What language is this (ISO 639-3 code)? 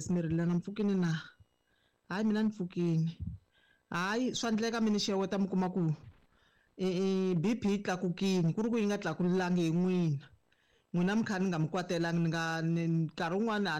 tso